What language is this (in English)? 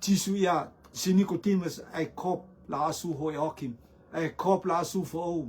Rotuman